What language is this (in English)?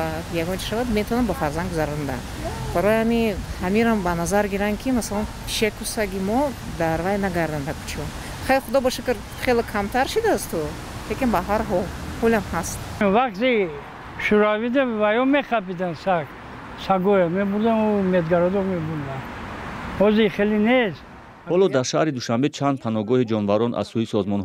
Tajik